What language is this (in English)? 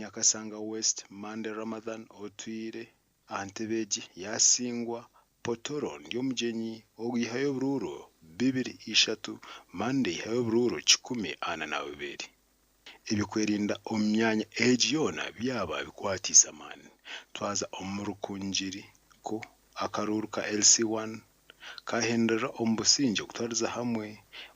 Nyankole